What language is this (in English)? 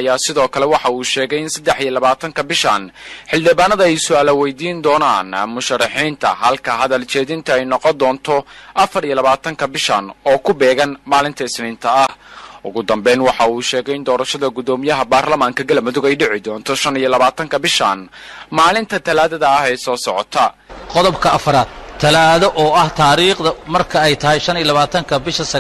Somali